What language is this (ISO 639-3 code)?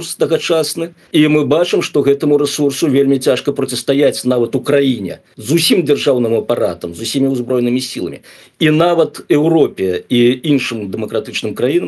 bel